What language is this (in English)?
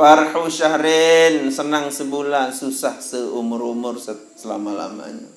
Sasak